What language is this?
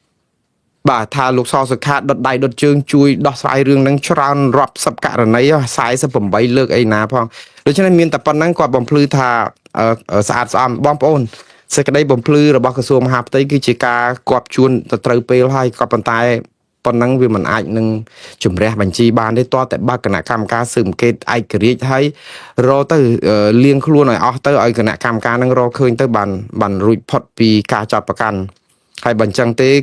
Khmer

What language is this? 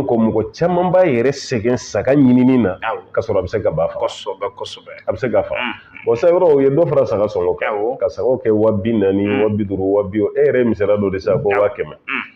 Bambara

